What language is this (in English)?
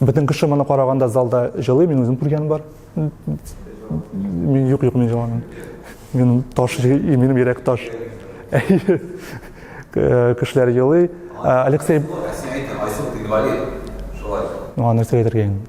Tatar